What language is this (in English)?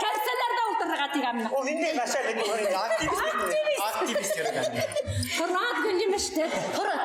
Bashkir